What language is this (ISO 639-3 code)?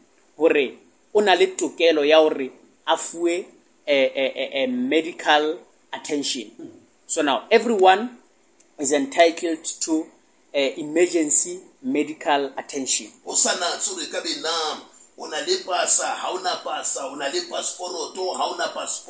sot